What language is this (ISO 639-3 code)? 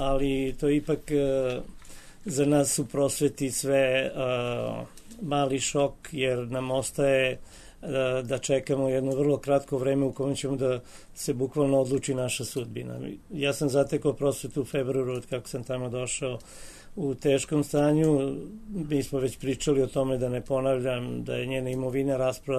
srp